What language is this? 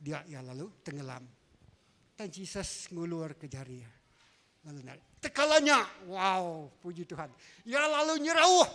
Iban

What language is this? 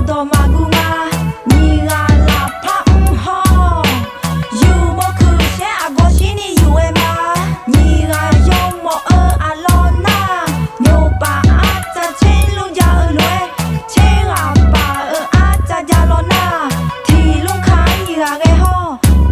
Akha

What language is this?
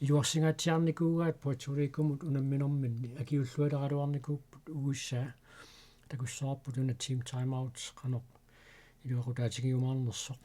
Kalaallisut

